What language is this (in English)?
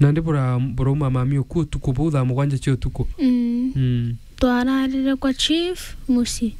Meru